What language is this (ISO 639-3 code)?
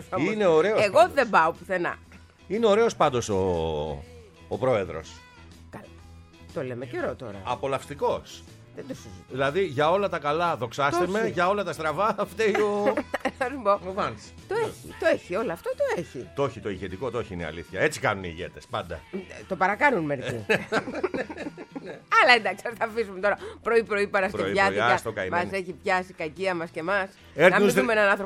ell